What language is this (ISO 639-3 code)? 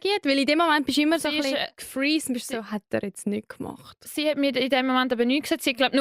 gsw